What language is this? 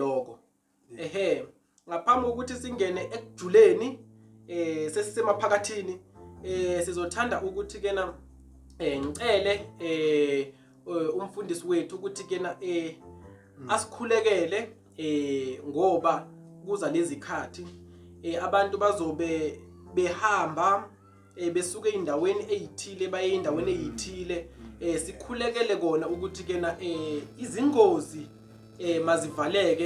Zulu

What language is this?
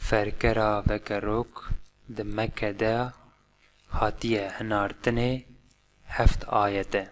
Kurdish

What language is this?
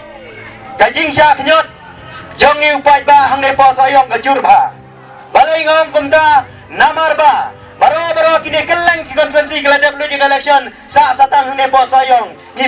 Khasi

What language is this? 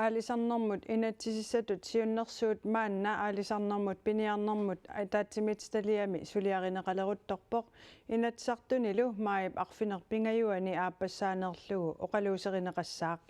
Kalaallisut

